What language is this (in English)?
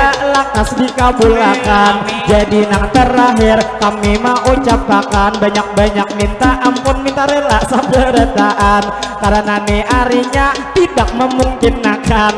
Banjar